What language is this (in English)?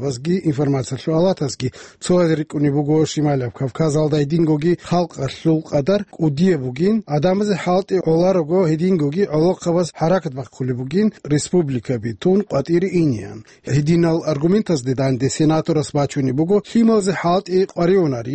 Avaric